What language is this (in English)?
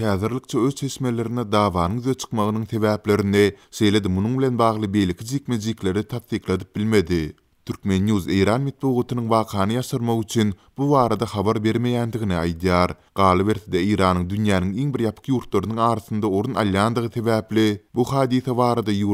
Turkmen